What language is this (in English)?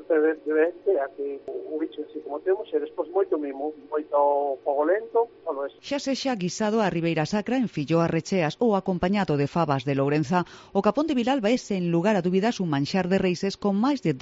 Galician